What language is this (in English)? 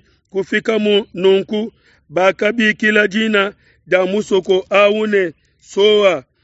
Luba-Lulua